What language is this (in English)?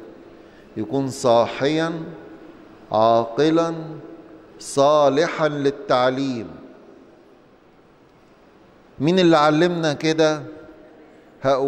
Egyptian Arabic